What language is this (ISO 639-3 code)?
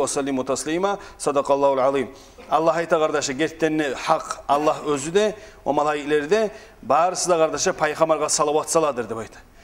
kum